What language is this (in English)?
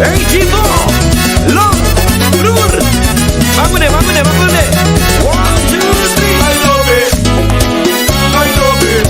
Papiamento